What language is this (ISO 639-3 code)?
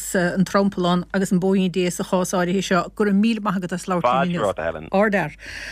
gle